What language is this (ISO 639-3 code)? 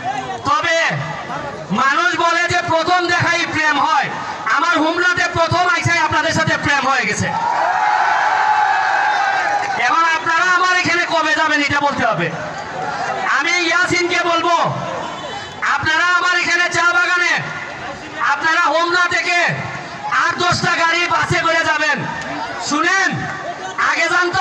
ben